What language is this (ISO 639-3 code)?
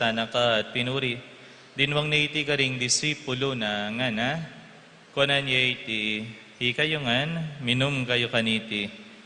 pam